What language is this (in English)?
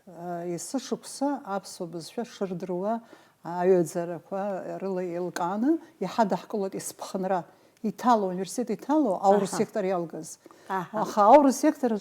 Abkhazian